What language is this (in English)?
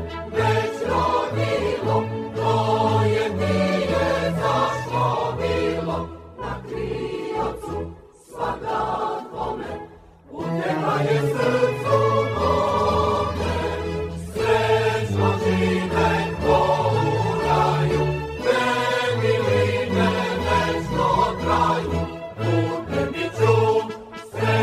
Serbian